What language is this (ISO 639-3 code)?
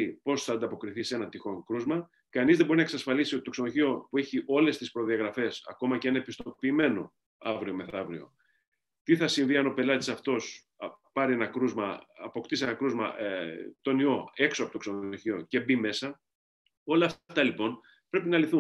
ell